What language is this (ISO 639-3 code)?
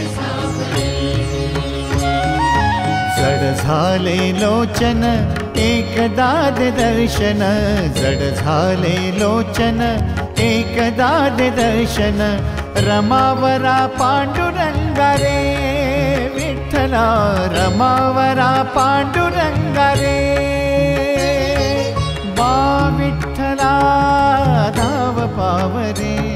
mar